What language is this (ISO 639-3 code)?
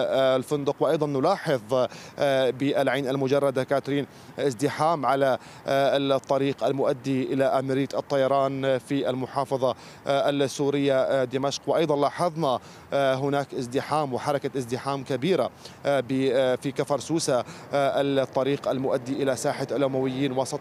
ara